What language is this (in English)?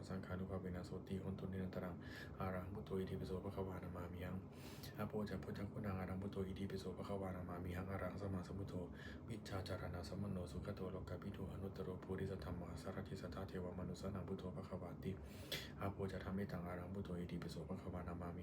Pali